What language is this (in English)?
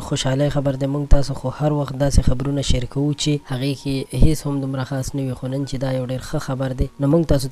Pashto